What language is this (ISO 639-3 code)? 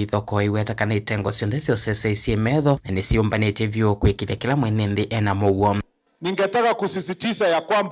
kam